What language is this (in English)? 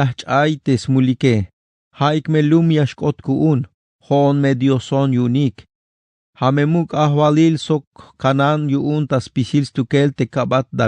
Tzeltal